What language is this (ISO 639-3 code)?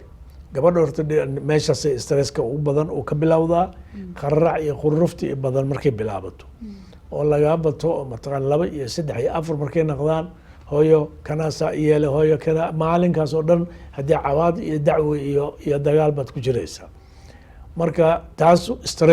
som